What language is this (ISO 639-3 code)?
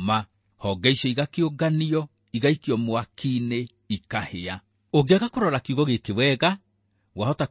kik